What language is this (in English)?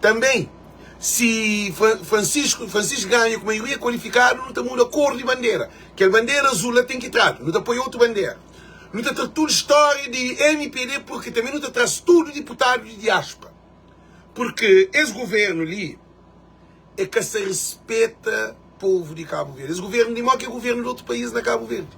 Kabuverdianu